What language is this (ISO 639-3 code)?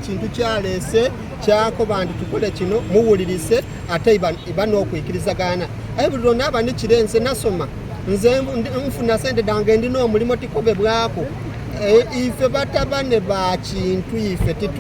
xog